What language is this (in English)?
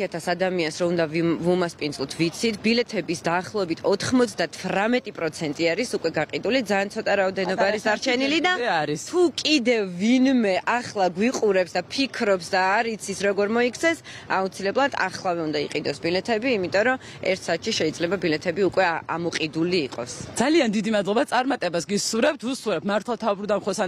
Georgian